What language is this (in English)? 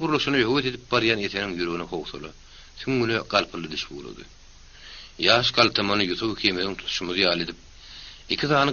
Turkmen